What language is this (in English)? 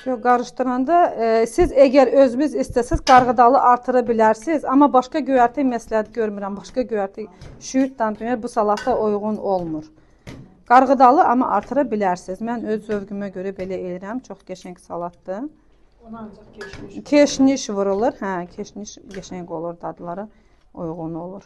Azerbaijani